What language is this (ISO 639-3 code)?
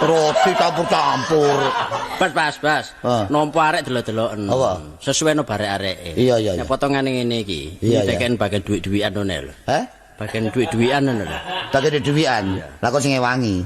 jav